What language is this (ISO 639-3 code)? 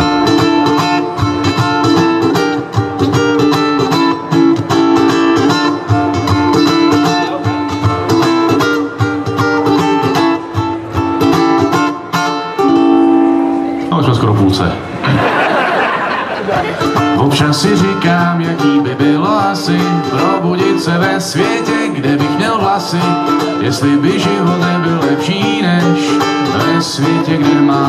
ces